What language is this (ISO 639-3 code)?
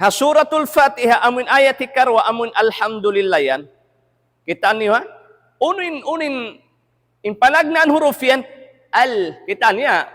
tsg